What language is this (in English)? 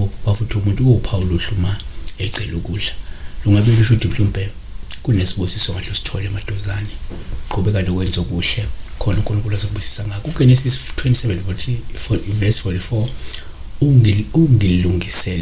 Zulu